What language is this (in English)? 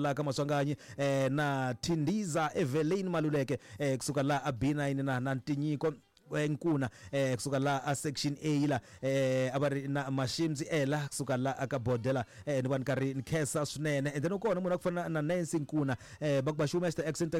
Tsonga